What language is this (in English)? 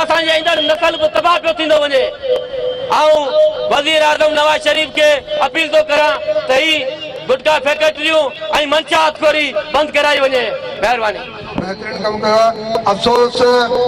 Sindhi